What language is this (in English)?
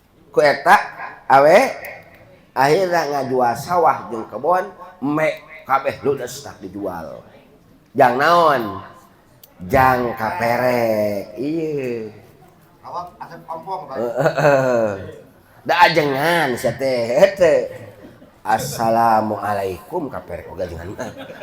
Sundanese